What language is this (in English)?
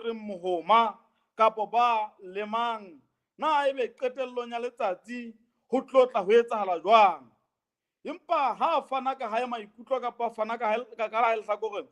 Southern Sotho